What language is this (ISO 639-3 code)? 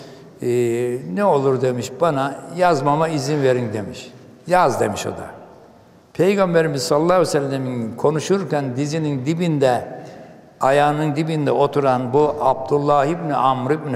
tur